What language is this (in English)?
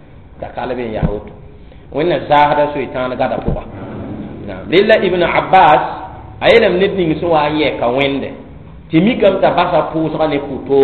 Mossi